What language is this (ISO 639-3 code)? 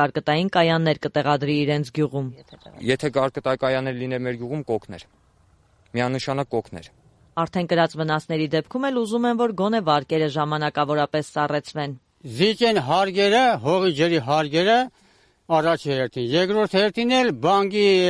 hye